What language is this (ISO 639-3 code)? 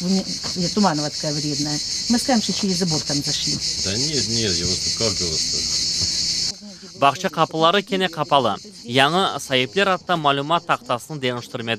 crh